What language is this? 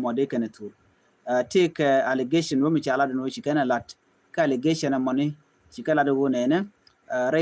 Nuer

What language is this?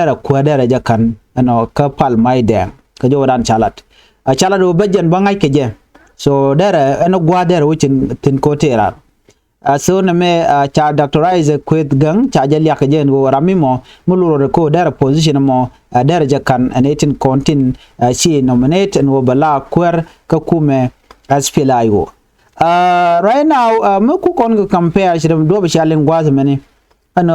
Nuer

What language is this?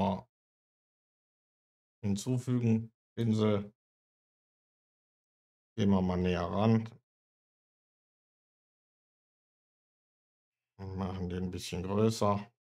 German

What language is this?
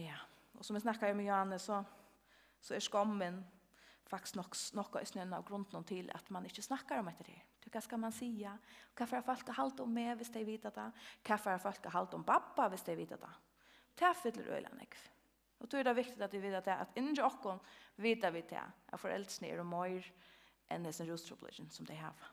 Faroese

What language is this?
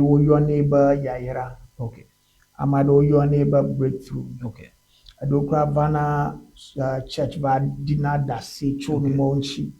Ewe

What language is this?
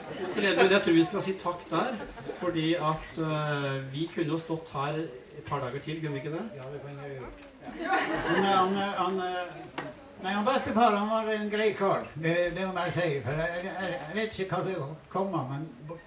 Norwegian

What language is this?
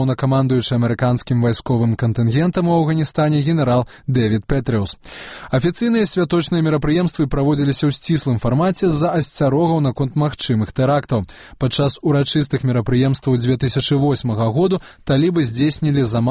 Belarusian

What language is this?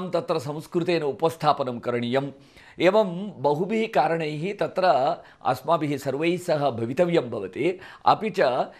Sanskrit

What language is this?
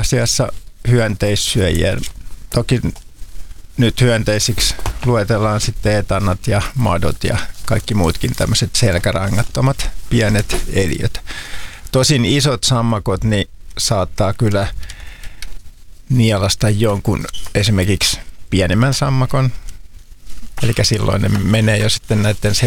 Finnish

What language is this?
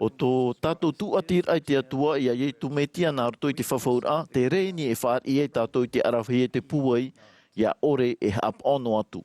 Tahitian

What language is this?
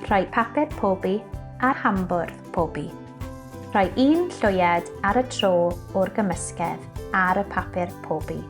Welsh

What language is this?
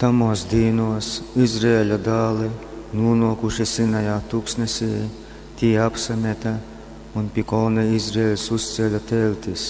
Latgalian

